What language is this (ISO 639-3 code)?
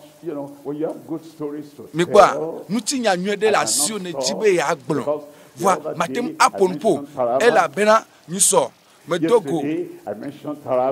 ewe